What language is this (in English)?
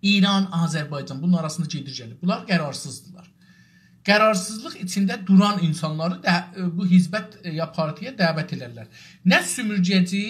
South Azerbaijani